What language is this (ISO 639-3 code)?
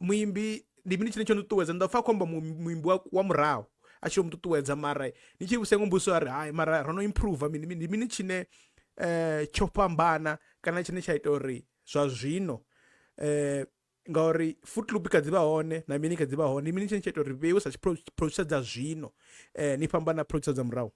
ven